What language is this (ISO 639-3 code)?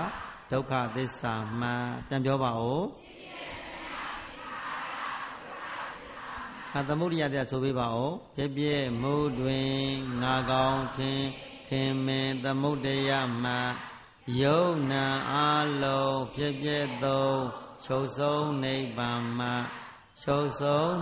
mya